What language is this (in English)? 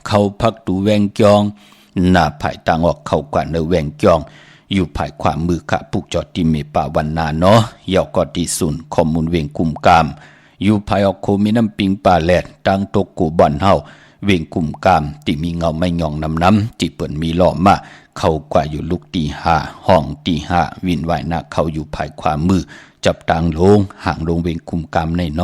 Shan